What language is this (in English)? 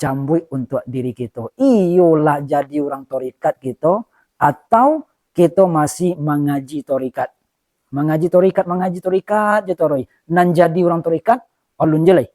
Minangkabau